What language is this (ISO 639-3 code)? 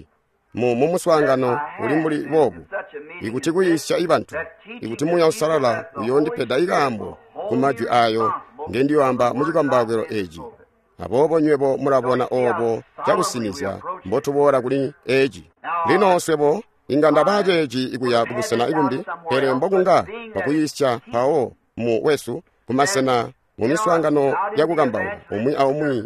toi